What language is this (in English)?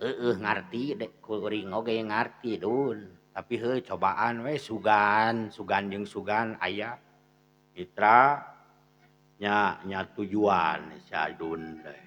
Sundanese